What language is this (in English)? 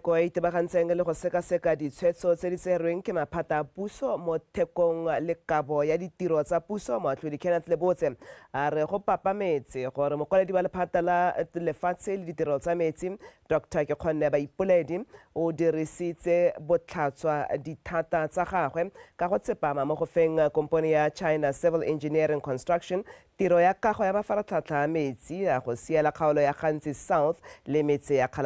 Tswana